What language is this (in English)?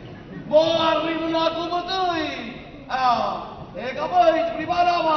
Neapolitan